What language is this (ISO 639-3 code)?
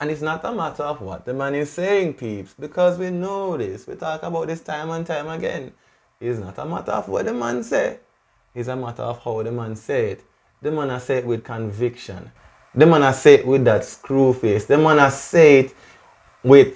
jam